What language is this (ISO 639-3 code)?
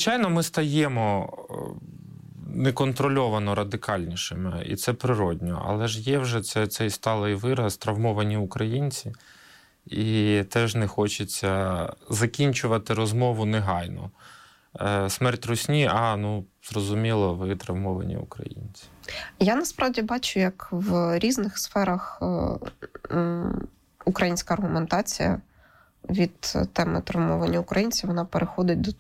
ukr